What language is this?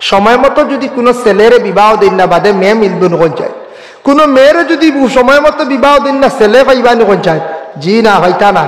Sylheti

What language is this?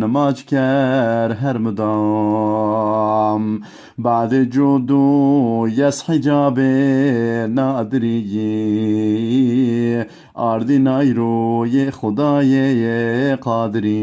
Zaza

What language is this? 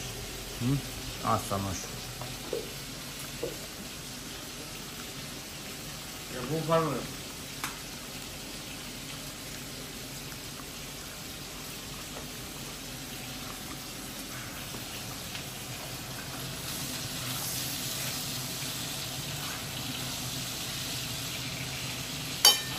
Romanian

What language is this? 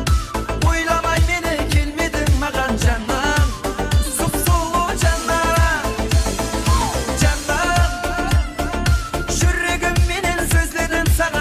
Kara-Kalpak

